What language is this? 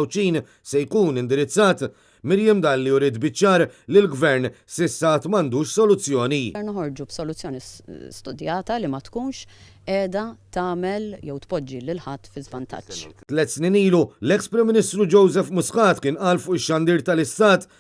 Maltese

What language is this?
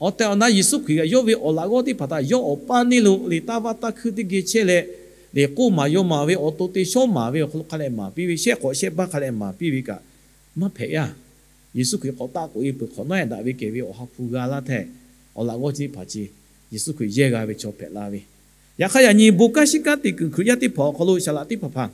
Lahu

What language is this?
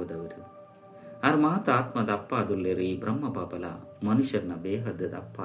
Tulu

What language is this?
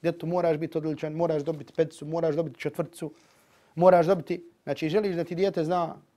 Bosnian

